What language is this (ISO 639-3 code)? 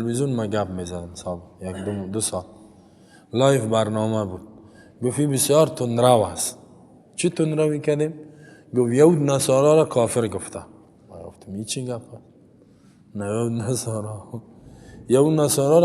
fas